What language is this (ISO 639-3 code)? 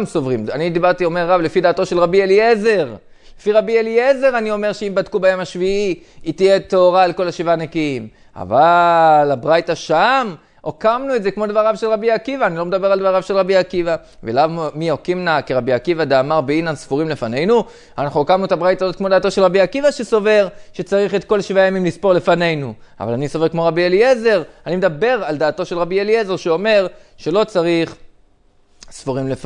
heb